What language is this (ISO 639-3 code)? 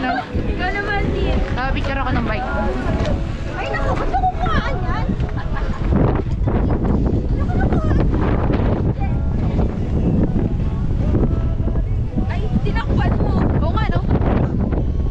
fil